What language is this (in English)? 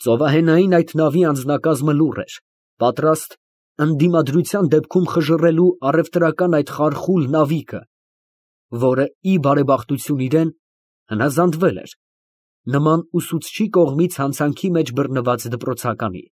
Armenian